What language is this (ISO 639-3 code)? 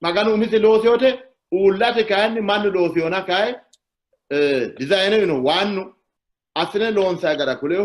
sid